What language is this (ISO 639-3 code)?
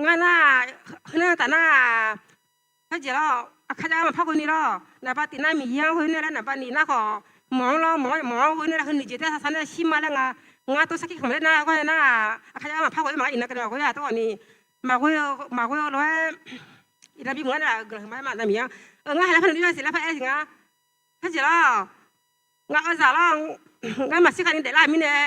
ahk